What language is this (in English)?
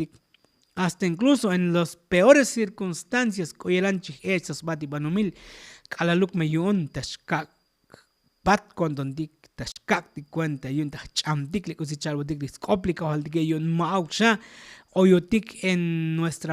Tzotzil